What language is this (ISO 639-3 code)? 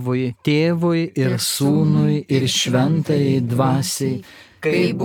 lit